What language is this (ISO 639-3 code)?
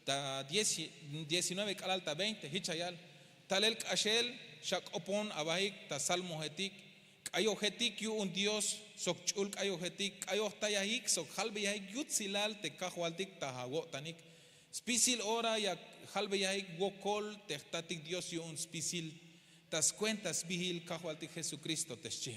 tzh